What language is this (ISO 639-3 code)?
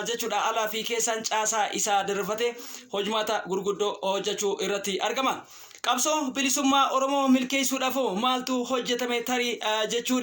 orm